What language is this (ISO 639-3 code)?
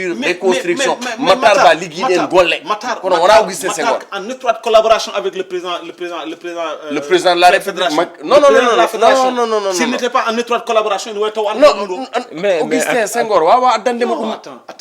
ful